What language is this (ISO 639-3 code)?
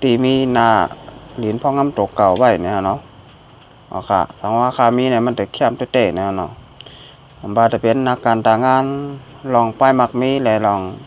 shn